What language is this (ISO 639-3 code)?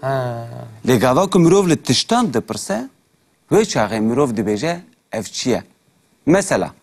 kur